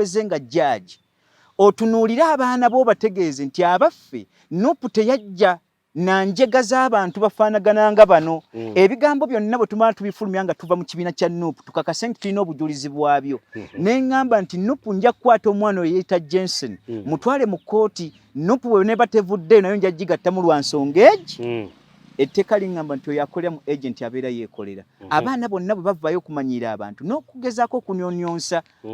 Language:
Ganda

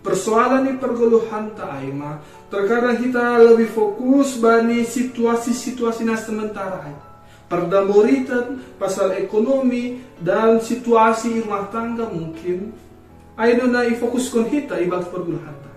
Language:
Batak Simalungun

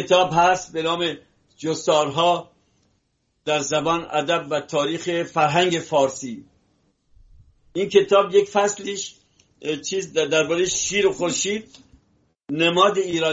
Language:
Persian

